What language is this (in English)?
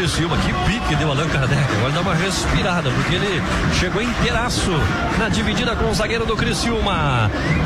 Portuguese